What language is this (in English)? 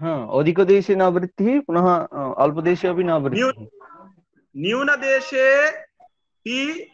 Sanskrit